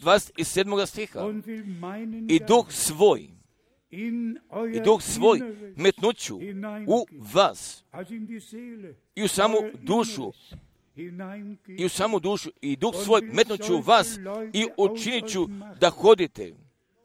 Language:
Croatian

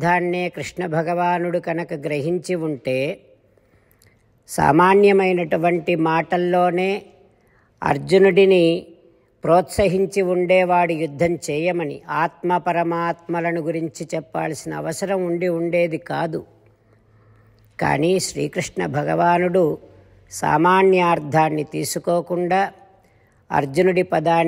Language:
Telugu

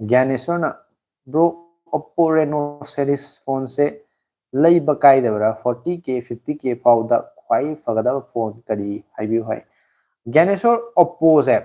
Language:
Manipuri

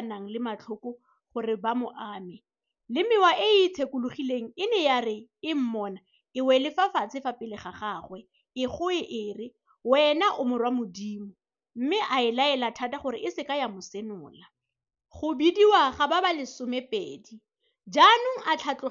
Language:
Tswana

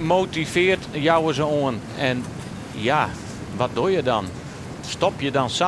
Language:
Western Frisian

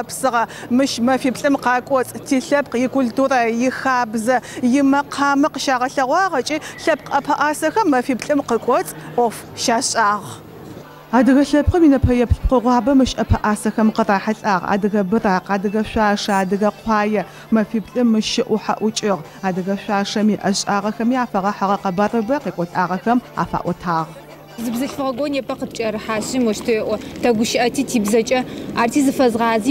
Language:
Adyghe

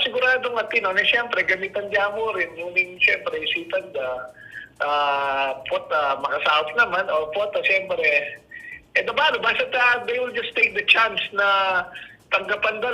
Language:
Pampanga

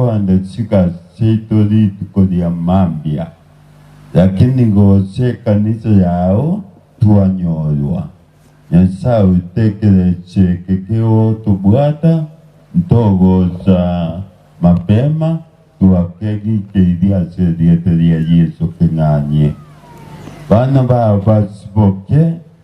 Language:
Gusii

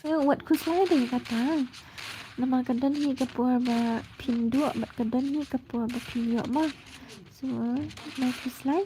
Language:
Khasi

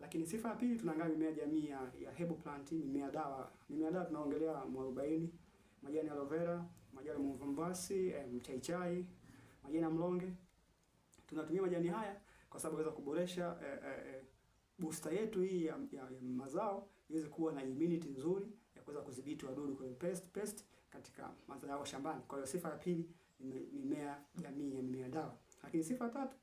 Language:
Swahili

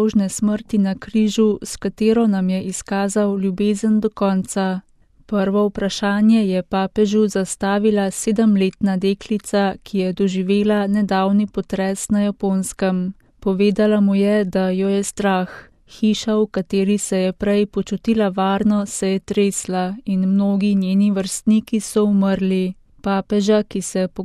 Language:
Slovenian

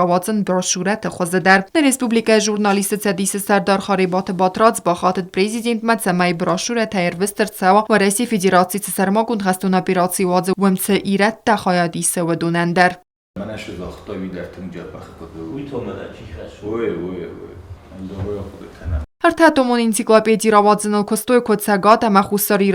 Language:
Ossetic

